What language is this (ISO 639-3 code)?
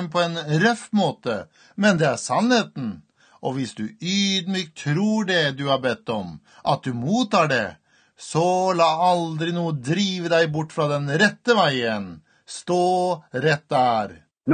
nor